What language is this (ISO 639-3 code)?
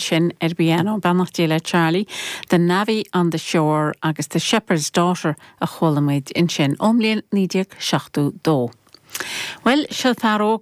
gle